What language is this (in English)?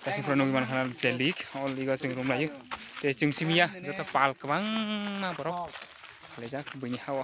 Kok Borok